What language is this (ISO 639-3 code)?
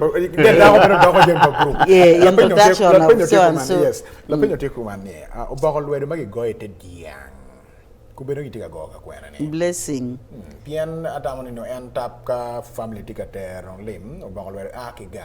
ach